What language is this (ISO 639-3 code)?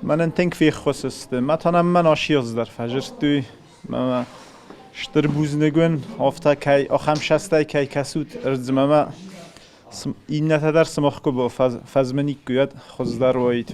oss